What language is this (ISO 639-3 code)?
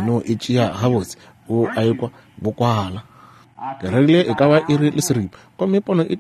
nso